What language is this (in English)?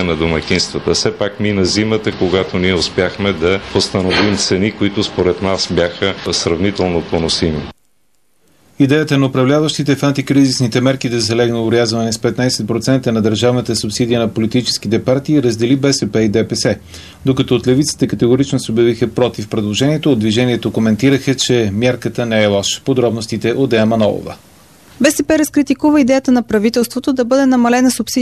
Bulgarian